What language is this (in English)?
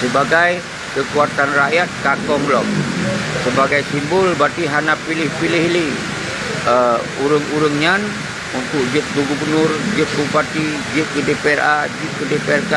Achinese